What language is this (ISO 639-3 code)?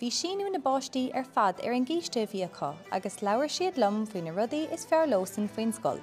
gle